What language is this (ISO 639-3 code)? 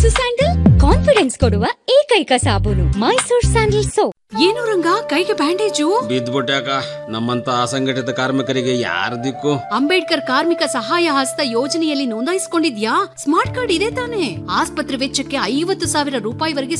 kan